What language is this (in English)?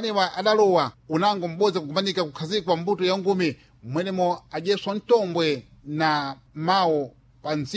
Sena